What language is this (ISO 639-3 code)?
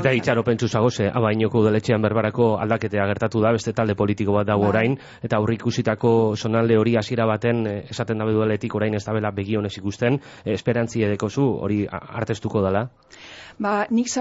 eus